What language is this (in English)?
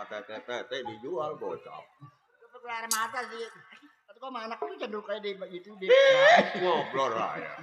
Betawi